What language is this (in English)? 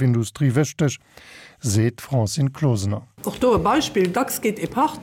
Luxembourgish